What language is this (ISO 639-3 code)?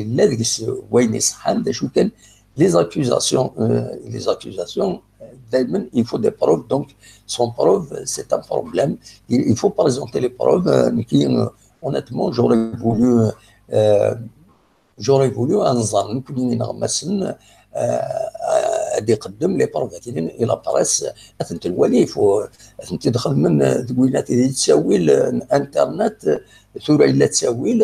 kab